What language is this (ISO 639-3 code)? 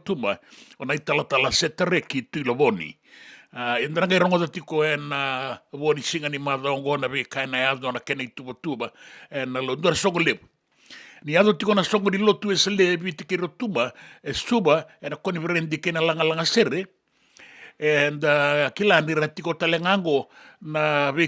fij